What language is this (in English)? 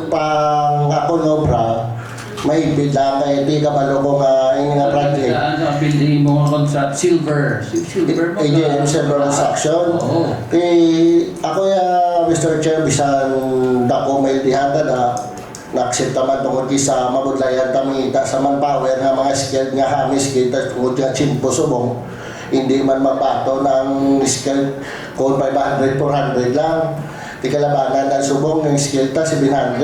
Hiligaynon